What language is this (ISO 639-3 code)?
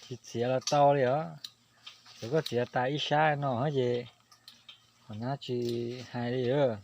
hmn